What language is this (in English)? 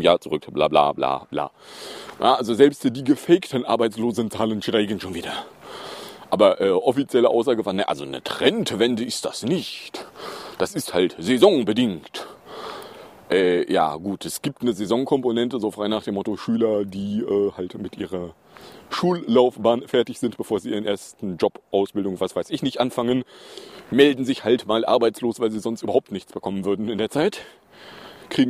German